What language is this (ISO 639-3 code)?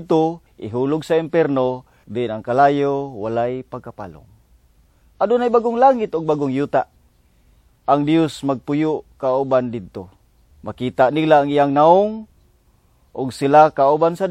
ceb